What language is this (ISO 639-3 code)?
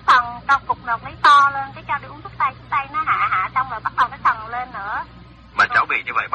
vie